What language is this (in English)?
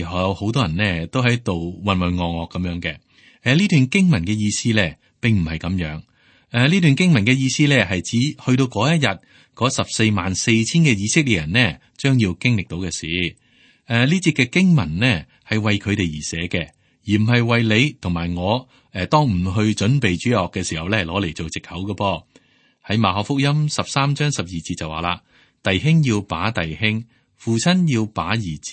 Cantonese